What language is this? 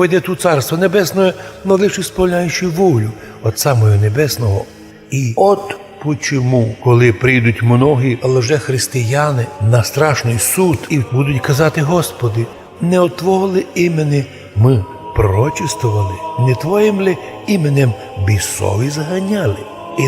Rusyn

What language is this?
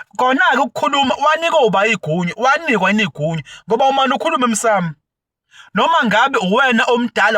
Zulu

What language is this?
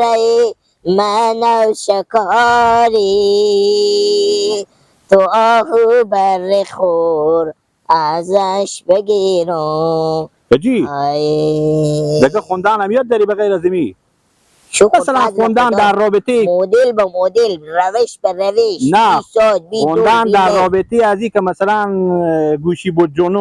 Persian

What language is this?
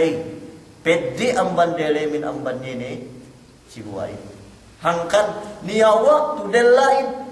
Yakan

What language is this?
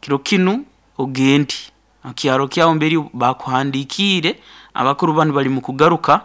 Nyankole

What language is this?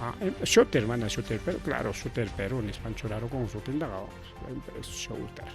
Ayacucho Quechua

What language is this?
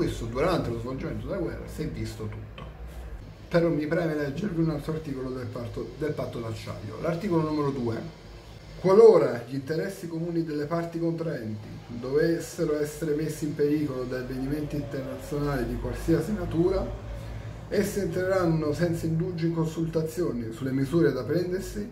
Italian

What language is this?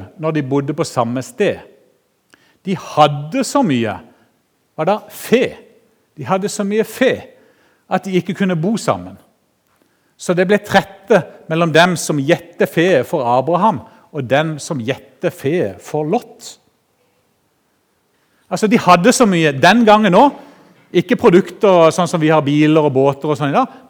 Norwegian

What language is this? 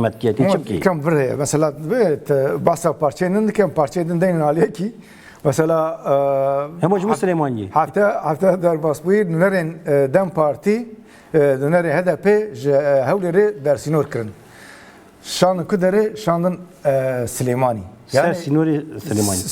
Kurdish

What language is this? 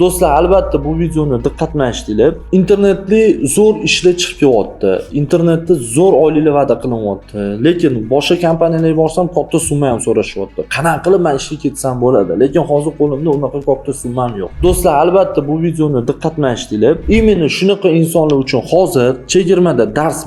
Uzbek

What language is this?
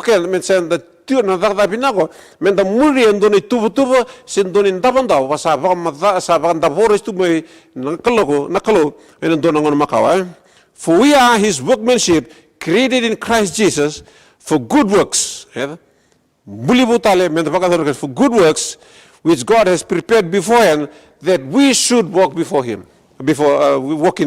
Fijian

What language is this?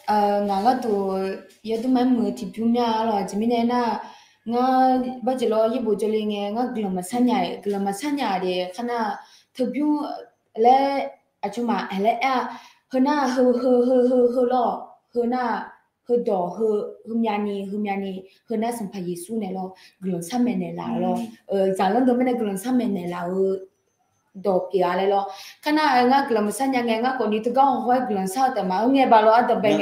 Akha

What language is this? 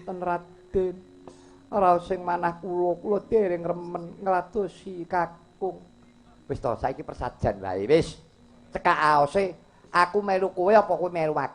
Javanese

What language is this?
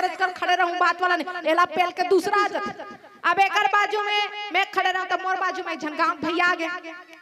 Chhattisgarhi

